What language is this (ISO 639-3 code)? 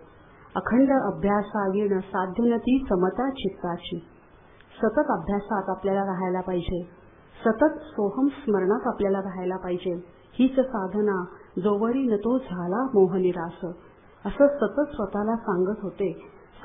mar